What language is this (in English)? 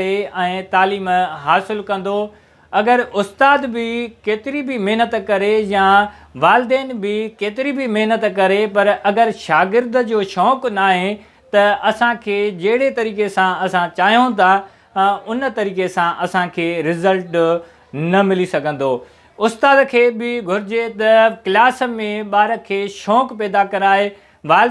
Sindhi